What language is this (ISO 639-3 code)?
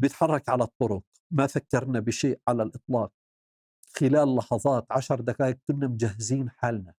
apc